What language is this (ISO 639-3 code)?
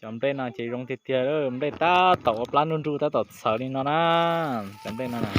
hmn